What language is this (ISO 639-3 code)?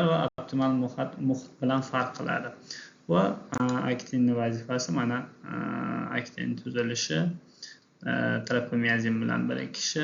uzb